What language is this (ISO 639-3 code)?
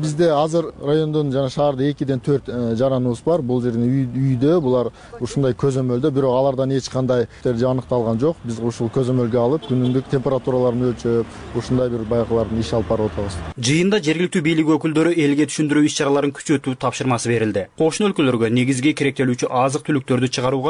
kir